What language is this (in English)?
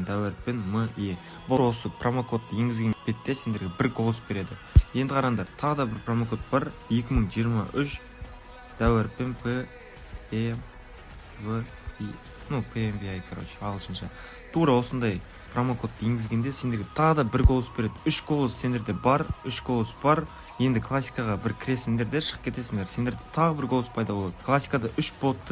Kara-Kalpak